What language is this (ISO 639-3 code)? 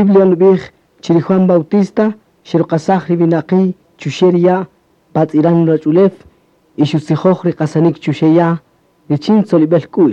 cak